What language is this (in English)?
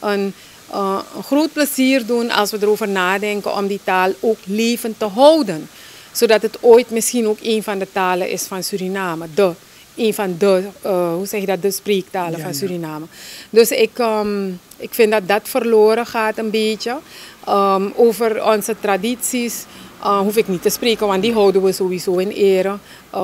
Dutch